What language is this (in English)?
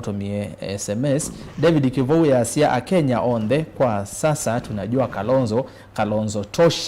Kamba